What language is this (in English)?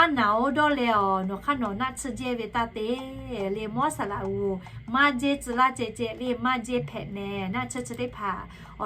Lahu